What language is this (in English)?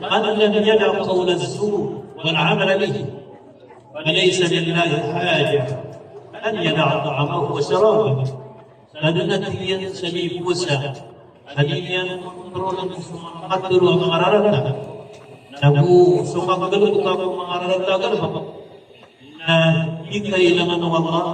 Maranao